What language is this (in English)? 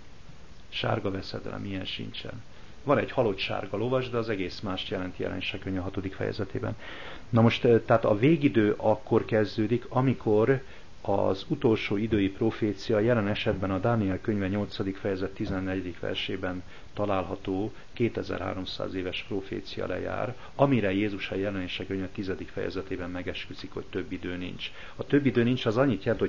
Hungarian